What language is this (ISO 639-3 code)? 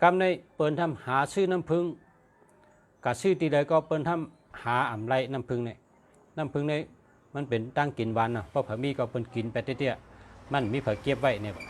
shn